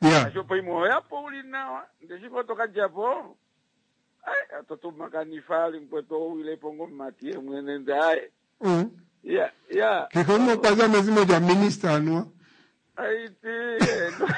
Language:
Kuanyama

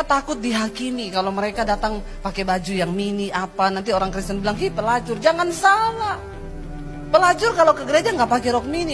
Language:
Indonesian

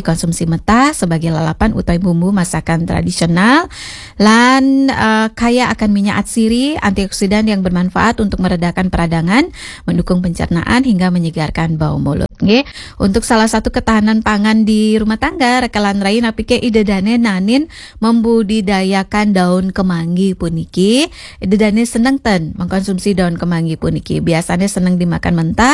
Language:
Balinese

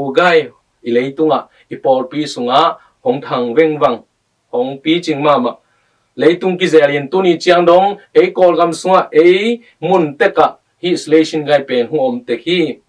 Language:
Tedim Chin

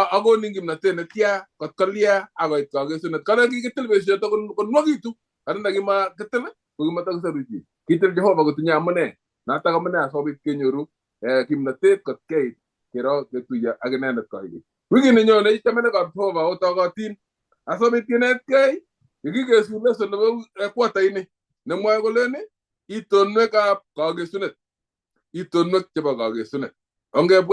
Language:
Kalenjin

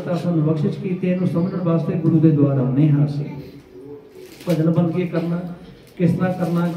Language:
Punjabi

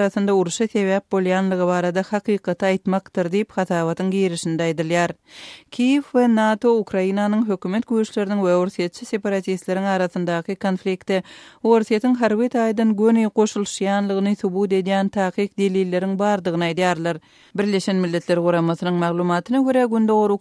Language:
Turkmen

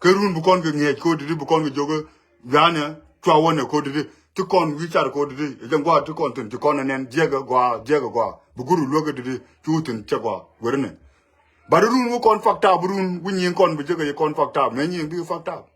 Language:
Nuer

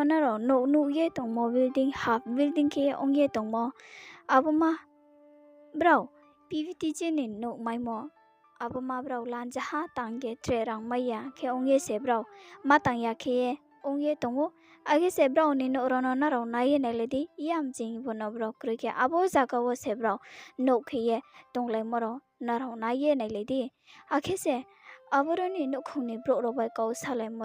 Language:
Riang (India)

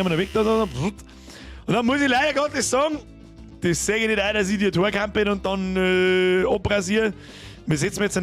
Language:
Bavarian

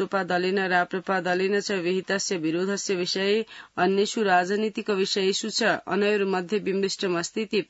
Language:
Sanskrit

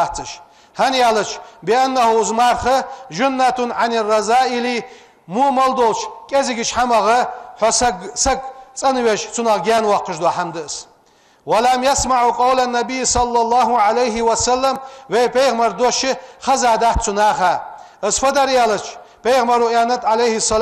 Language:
Ingush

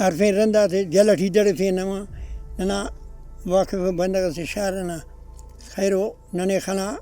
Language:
Brahui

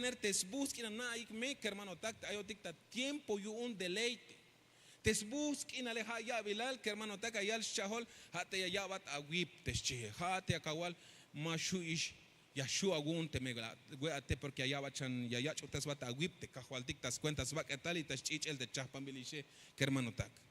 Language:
Tzeltal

